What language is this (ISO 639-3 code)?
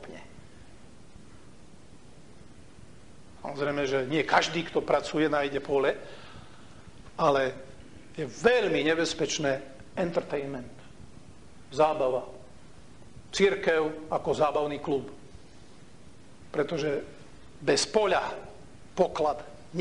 slk